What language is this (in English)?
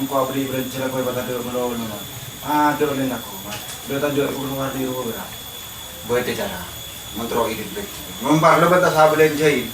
Madurese